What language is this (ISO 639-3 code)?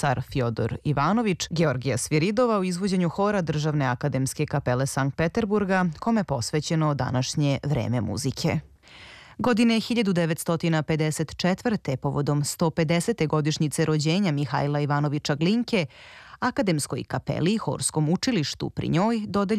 srp